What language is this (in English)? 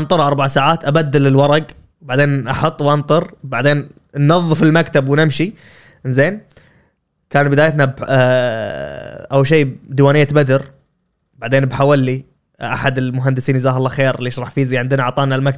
Gulf Arabic